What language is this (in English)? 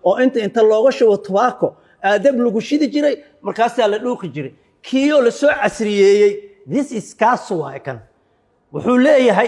Somali